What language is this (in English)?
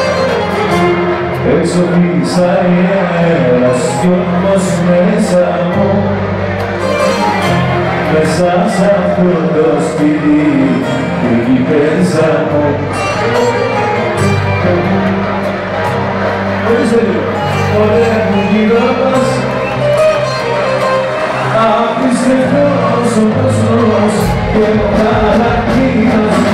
Greek